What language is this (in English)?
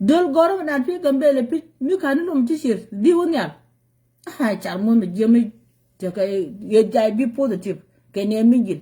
Nuer